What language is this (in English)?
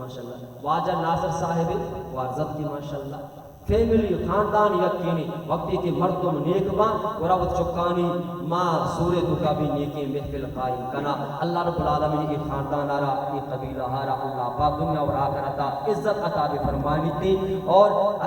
Baluchi